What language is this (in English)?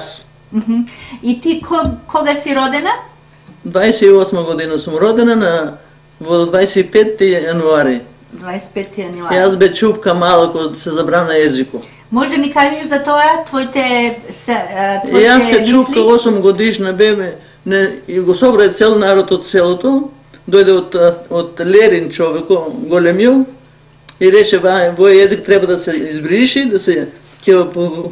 Macedonian